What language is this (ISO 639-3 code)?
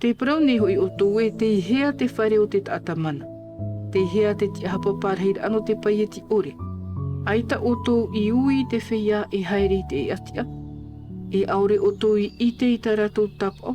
tah